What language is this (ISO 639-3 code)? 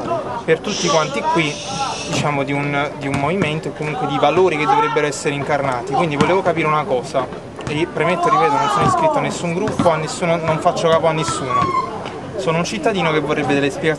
ita